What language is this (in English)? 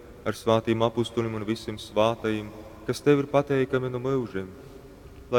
Latgalian